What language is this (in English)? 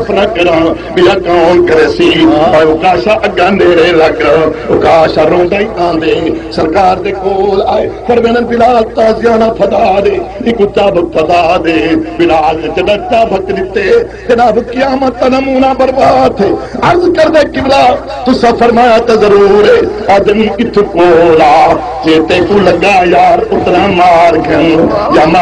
Saraiki